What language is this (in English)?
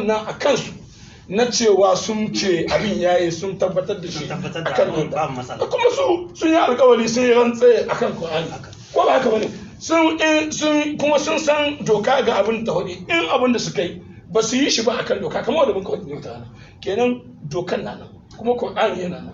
Hausa